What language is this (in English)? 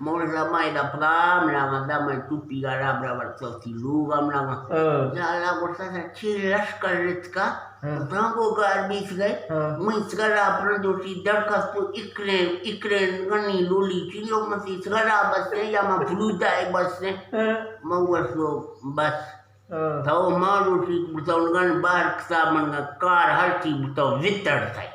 Eastern Balochi